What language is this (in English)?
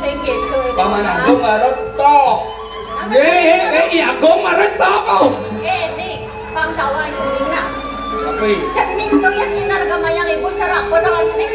Balinese